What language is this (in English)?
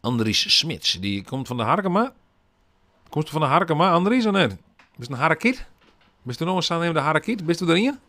Western Frisian